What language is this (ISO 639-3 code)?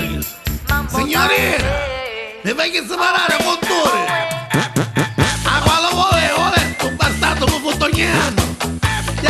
nap